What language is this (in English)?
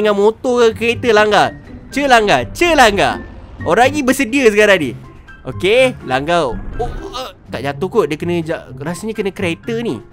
Malay